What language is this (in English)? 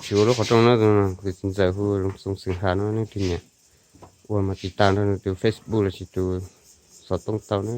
Hmong